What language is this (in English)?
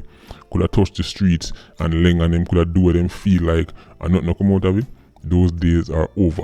Jamaican Creole English